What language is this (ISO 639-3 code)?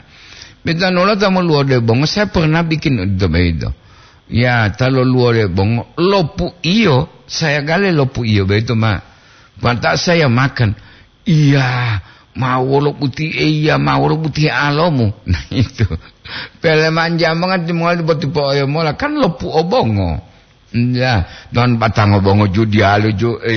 gor